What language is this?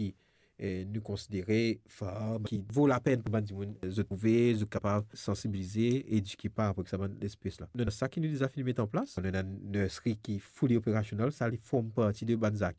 Morisyen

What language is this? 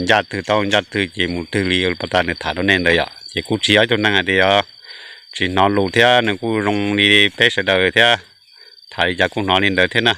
Hmong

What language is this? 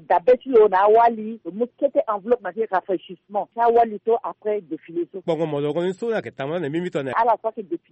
Sango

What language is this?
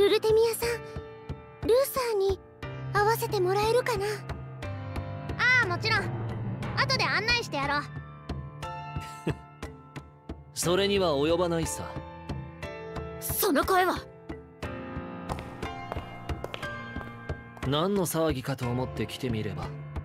Japanese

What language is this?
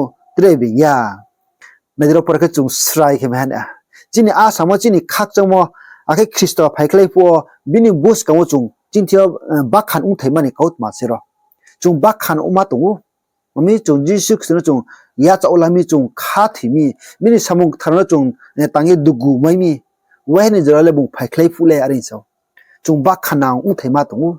Riang (India)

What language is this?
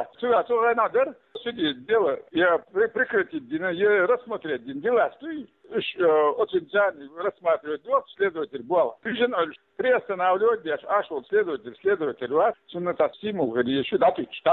Chechen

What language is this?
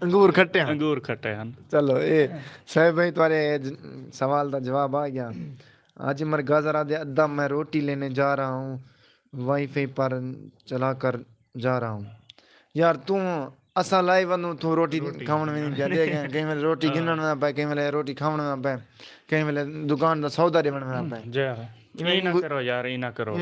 Saraiki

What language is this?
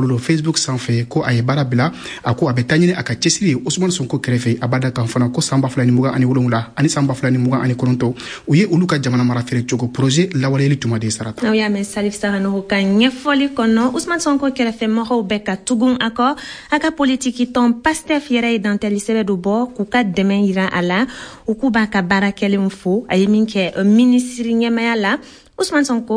Bambara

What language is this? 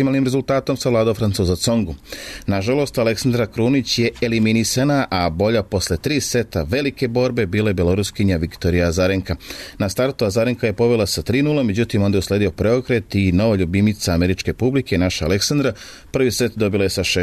Serbian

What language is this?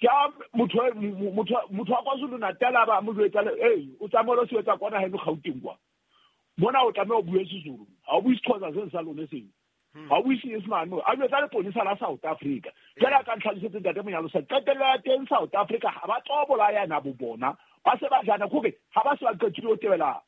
Southern Sotho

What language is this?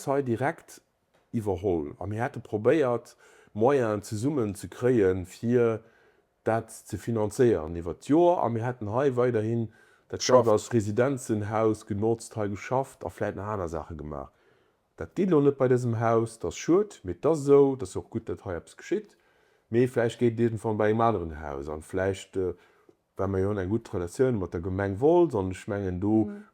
Luxembourgish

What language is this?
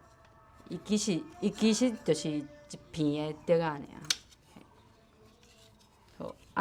Min Nan Chinese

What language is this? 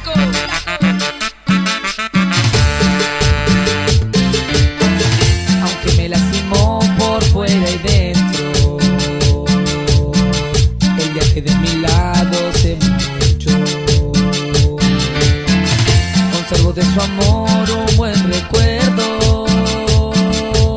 Spanish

